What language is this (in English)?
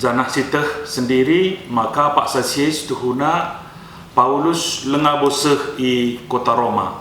Batak Karo